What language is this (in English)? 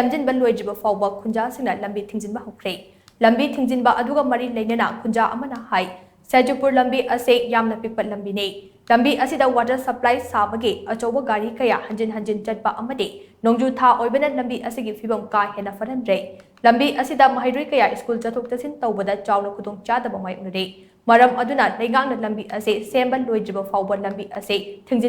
Manipuri